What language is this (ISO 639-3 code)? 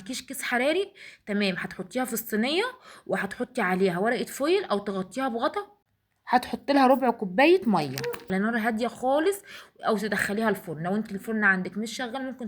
arz